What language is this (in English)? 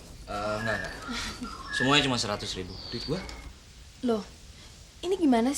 Betawi